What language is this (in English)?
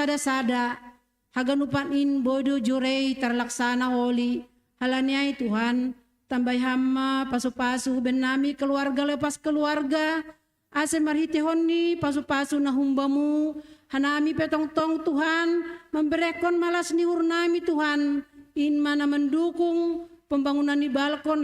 Batak Simalungun